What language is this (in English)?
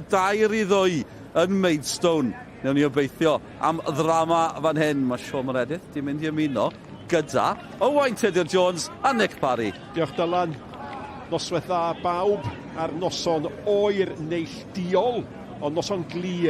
Welsh